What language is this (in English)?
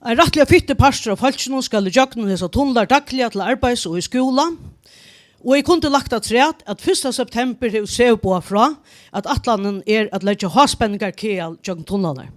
Faroese